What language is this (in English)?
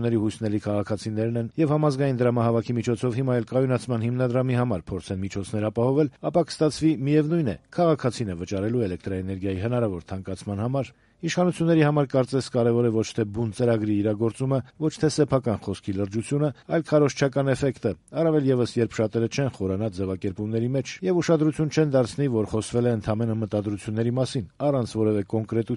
Armenian